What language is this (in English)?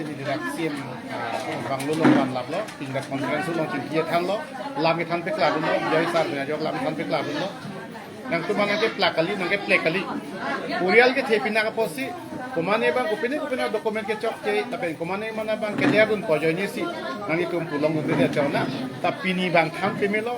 Karbi